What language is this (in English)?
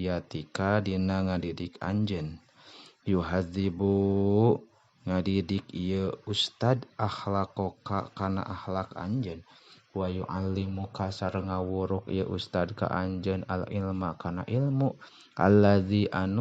Sundanese